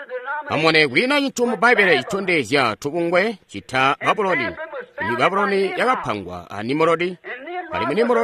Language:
Tonga (Zambia)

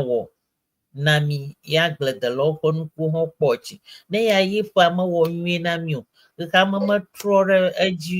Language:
Ewe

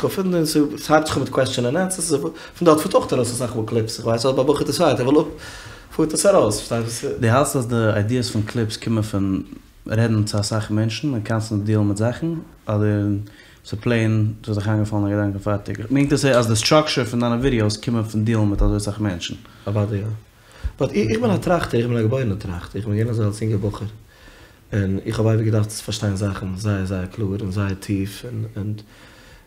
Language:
Yiddish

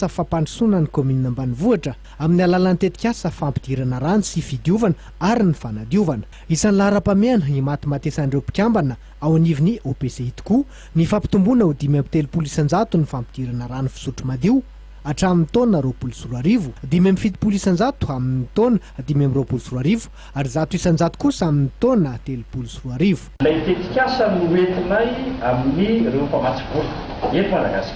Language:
Malagasy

